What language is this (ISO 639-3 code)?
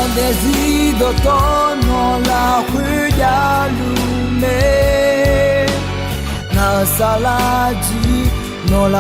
ahk